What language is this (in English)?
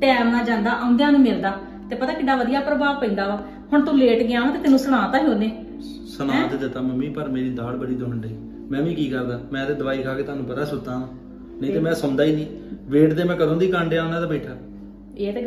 Punjabi